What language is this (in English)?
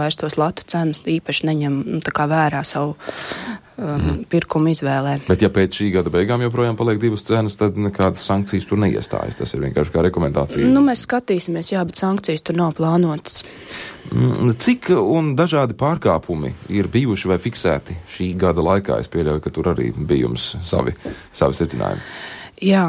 Latvian